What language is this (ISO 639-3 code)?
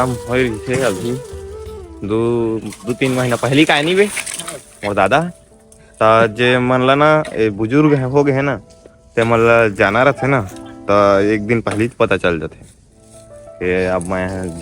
hne